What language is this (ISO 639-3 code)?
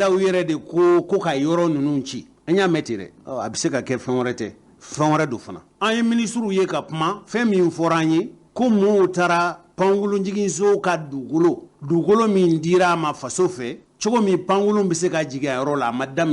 bam